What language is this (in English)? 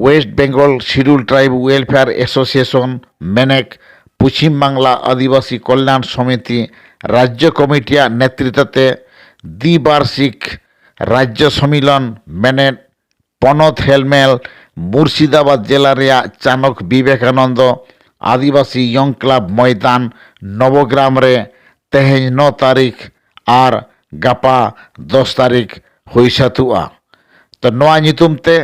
Santali